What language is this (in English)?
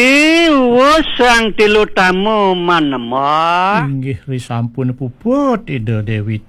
Balinese